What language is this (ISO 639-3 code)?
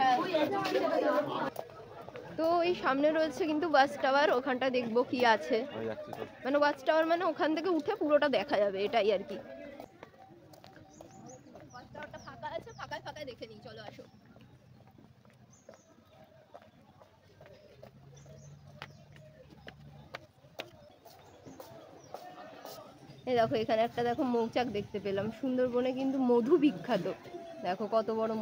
ben